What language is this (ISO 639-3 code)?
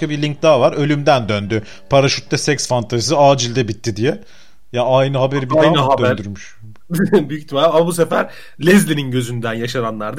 tur